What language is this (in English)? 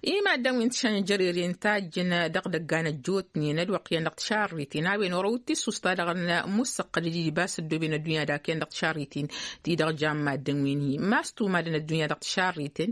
Tamasheq